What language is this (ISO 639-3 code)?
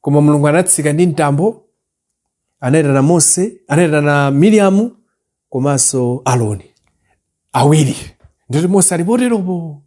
nya